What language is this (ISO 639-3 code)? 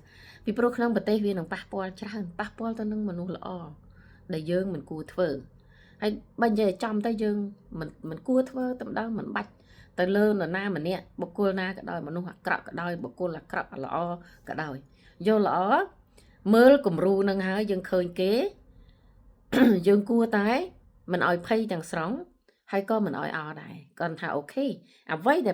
khm